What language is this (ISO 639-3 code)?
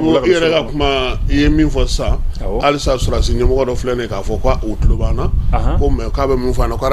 bam